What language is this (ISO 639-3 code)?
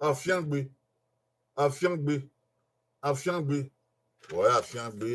bin